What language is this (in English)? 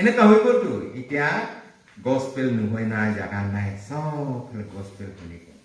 Naga Pidgin